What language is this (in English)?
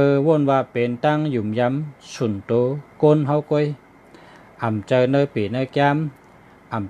Shan